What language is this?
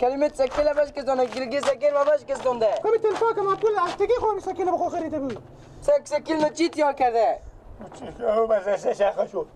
Persian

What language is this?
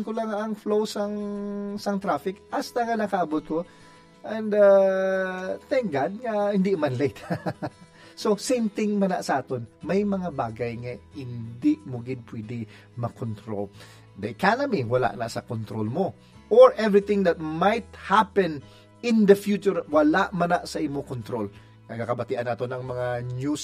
Hiligaynon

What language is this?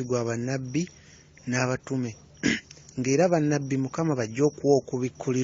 Ganda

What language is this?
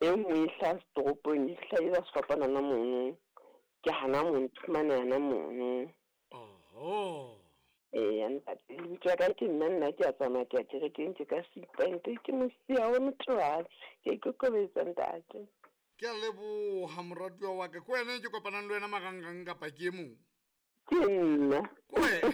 Southern Sotho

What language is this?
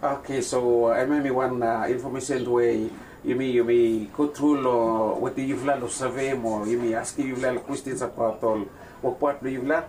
Bislama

